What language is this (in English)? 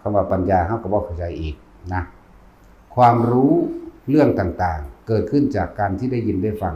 Northeastern Thai